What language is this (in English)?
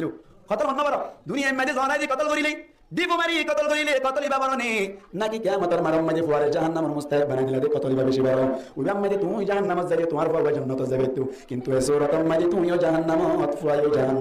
Rohingya